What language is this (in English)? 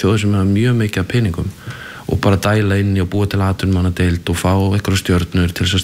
Icelandic